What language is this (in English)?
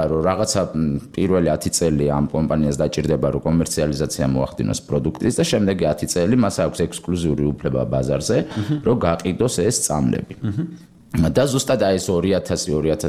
Georgian